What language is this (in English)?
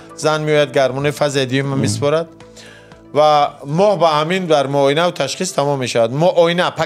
Tajik